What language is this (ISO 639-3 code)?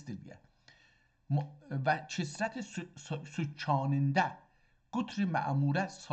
azb